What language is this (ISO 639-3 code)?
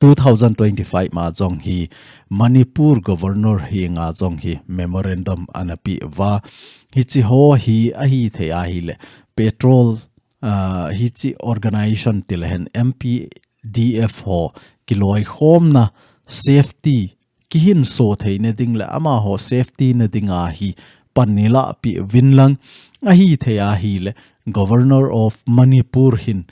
tcz